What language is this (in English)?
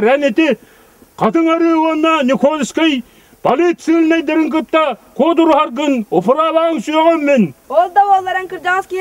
Yakut